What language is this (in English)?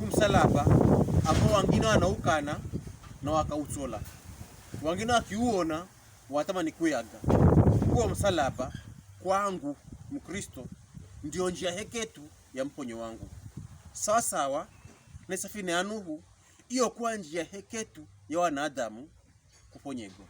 Pokomo